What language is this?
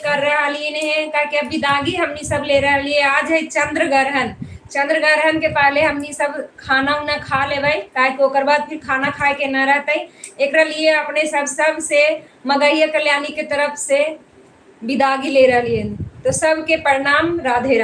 Magahi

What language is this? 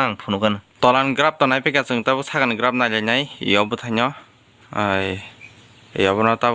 Kok Borok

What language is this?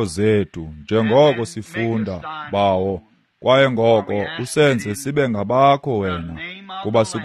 Xhosa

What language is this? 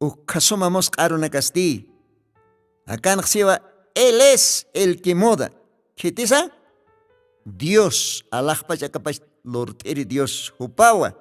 Aymara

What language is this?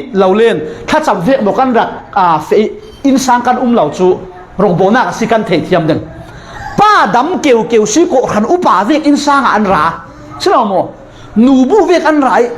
Falam Chin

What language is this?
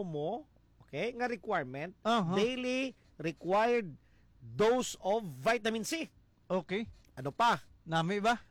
Hiligaynon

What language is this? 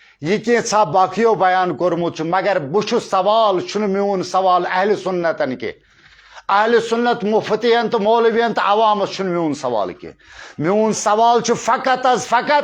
Kashmiri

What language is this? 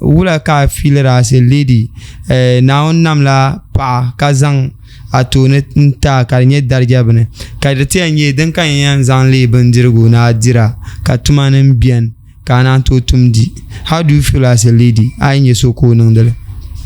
Dagbani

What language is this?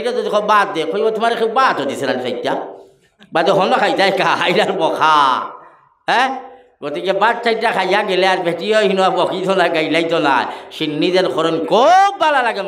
Sylheti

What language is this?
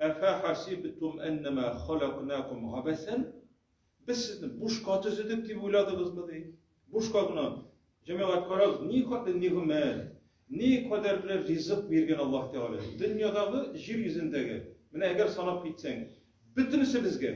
Tatar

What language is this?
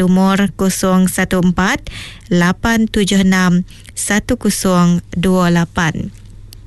Iban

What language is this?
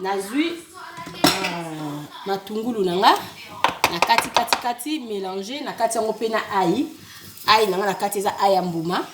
Lingala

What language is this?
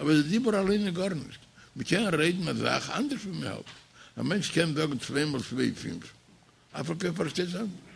Yiddish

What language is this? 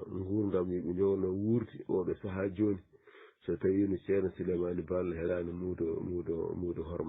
Fula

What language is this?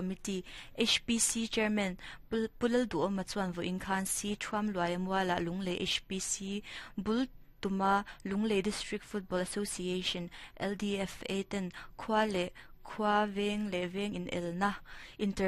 Mizo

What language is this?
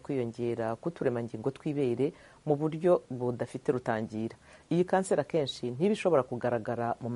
Kinyarwanda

